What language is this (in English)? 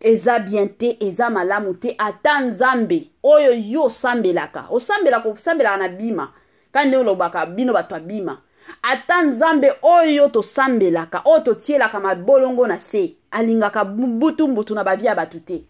Lingala